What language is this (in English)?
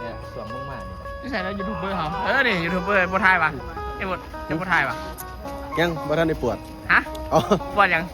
Northeastern Thai